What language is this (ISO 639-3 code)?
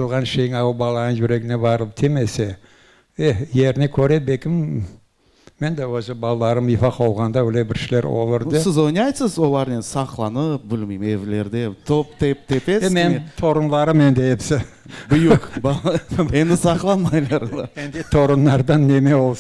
crh